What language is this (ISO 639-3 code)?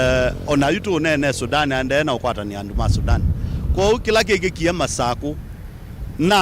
kam